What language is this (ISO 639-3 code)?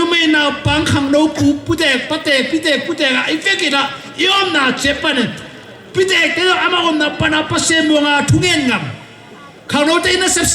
ctd